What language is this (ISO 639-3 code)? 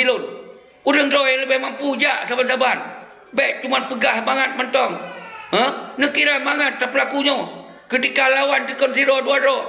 ace